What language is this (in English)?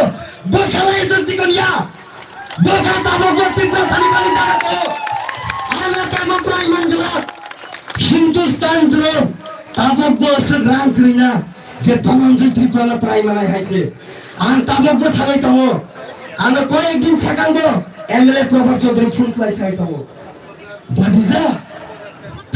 Kok Borok